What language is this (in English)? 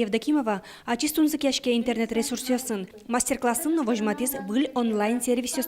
Udmurt